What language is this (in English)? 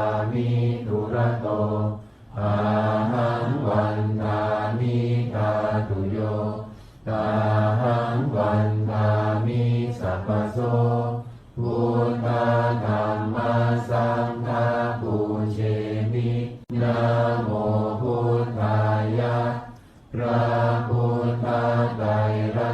Pali